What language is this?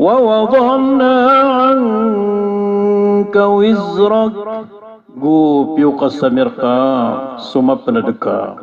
Maranao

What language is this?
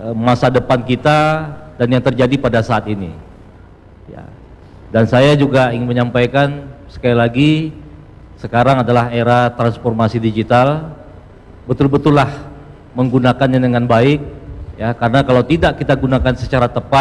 Indonesian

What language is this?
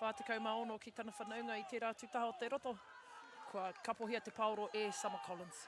Māori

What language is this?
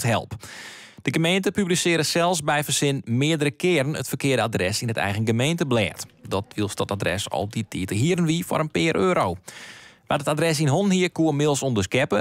Western Frisian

